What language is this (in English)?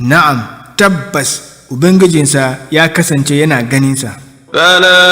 Hausa